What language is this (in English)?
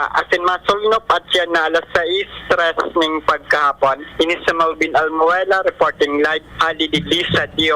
Bikol